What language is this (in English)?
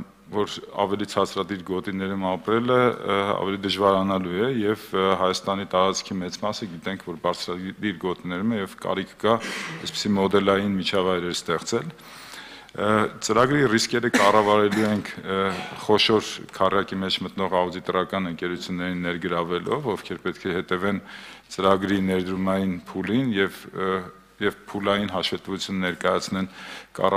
Armenian